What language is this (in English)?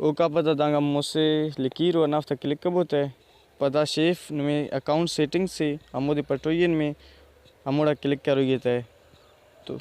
Brahui